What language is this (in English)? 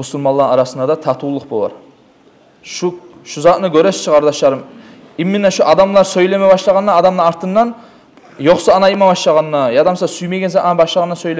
Kumyk